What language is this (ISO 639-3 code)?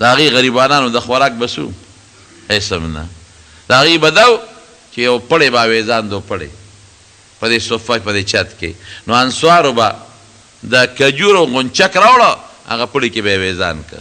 pus